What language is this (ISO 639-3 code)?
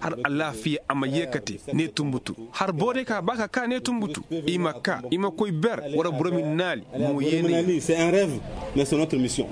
ses